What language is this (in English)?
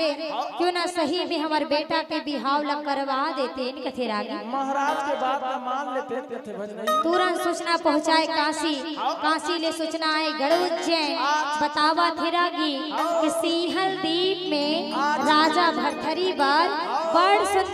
Chhattisgarhi